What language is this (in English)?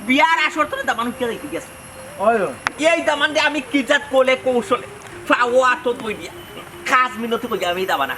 Sylheti